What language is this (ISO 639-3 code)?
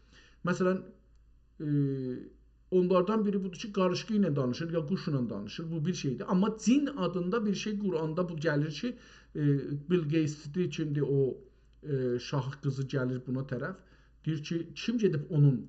azb